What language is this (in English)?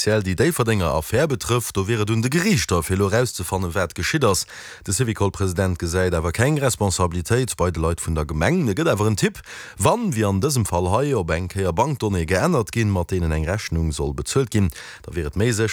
Luxembourgish